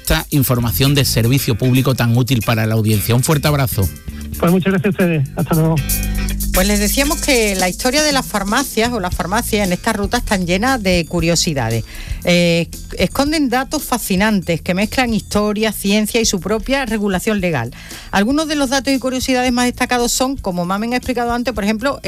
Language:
Spanish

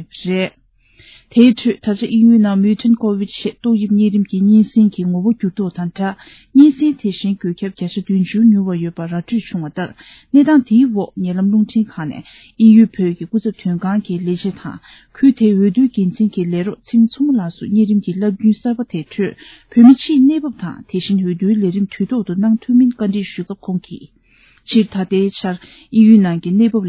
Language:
Tibetan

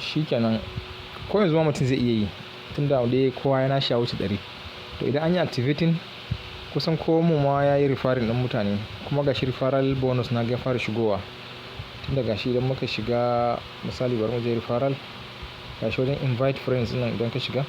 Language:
Hausa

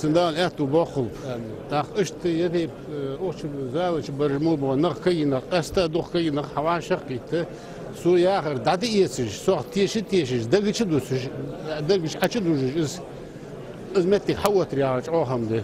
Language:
Ingush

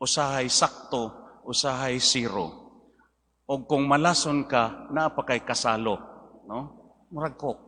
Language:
Cebuano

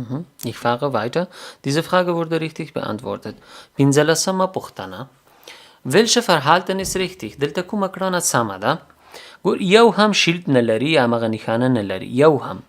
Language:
Pashto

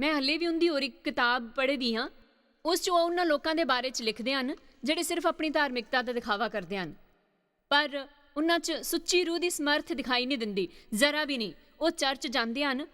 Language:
Dogri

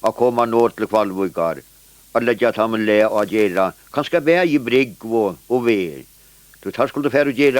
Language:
Faroese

